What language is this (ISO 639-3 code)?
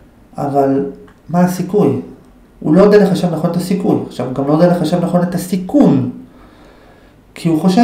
heb